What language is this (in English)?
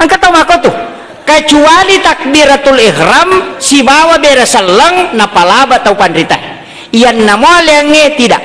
Buginese